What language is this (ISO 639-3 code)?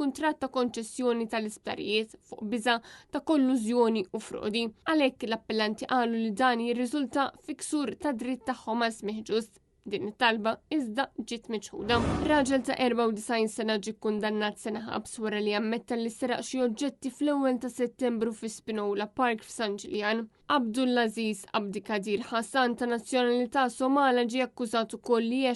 mlt